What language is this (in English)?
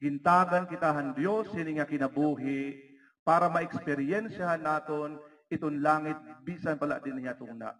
Waray